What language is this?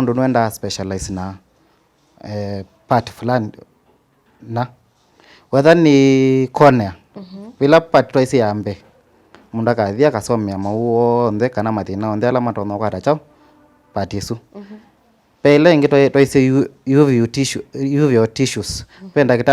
Kamba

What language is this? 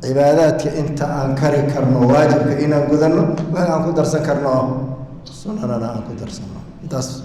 Somali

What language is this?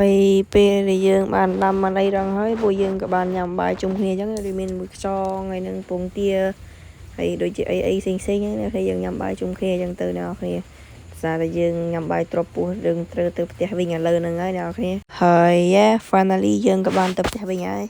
Khmer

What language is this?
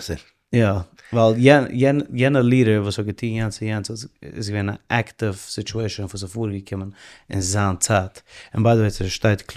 Yiddish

